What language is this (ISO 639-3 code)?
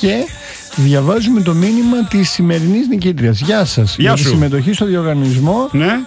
ell